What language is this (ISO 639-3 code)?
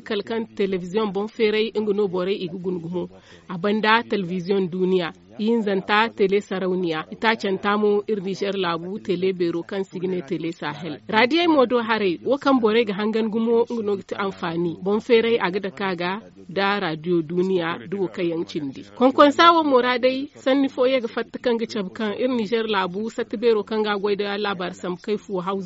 dje